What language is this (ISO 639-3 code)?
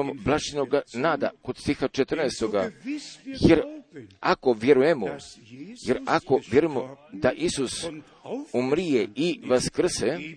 hrv